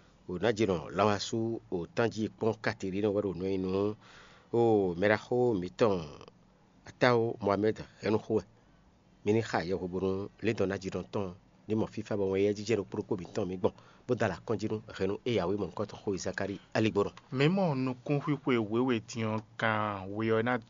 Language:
Fon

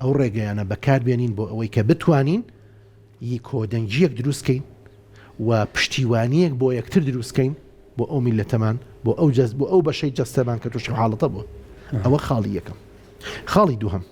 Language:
Central Kurdish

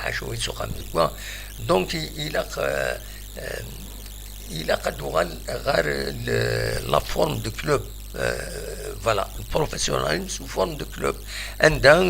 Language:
Kabyle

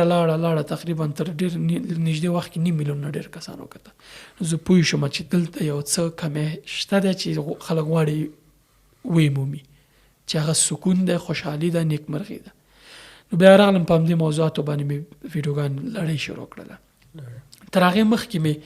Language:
Pashto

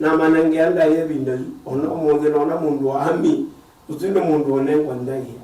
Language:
Kamba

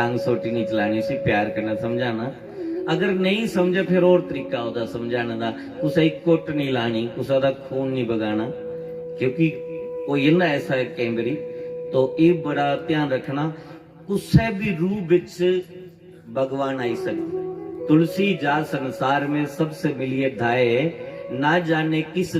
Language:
Dogri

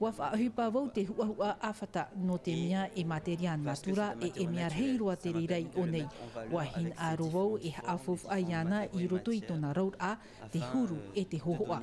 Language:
Tahitian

